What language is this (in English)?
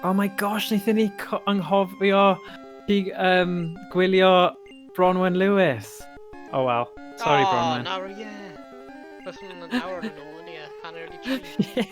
Welsh